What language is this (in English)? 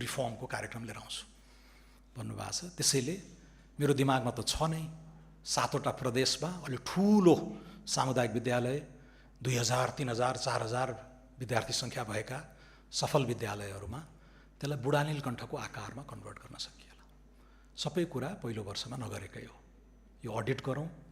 Nepali